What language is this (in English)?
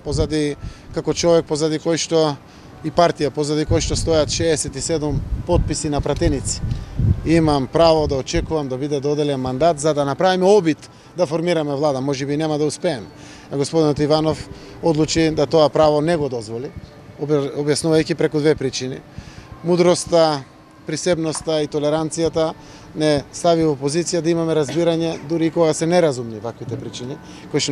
Macedonian